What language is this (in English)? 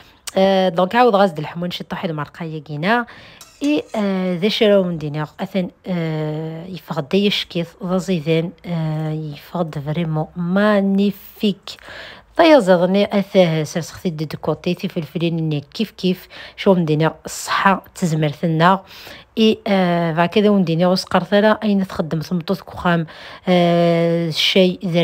Kabyle